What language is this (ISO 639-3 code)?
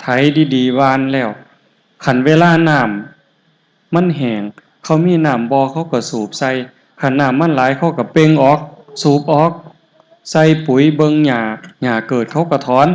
tts